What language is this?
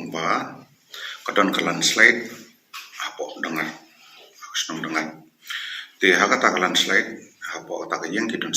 Khasi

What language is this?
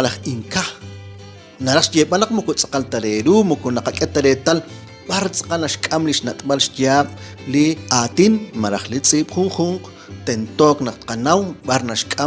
Kekchí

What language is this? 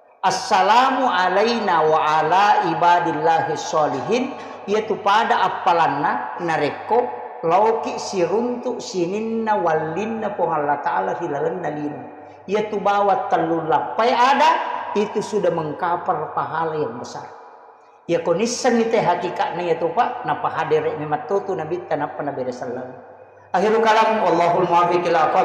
Buginese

